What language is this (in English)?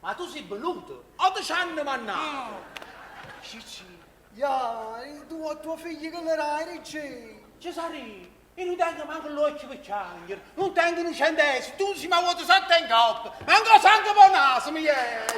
Neapolitan